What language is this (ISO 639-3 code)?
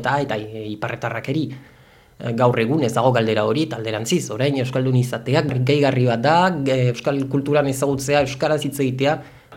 eus